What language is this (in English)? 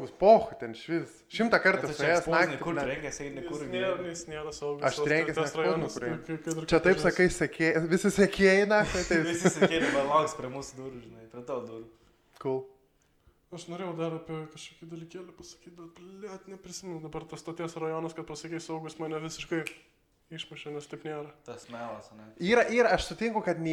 Lithuanian